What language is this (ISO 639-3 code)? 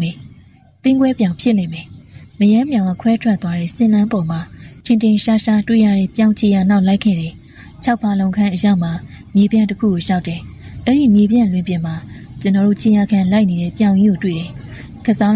mya